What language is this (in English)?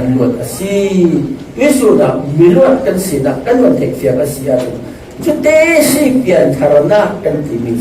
Falam Chin